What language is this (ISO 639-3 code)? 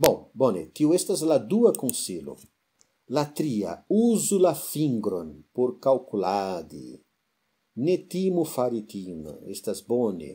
epo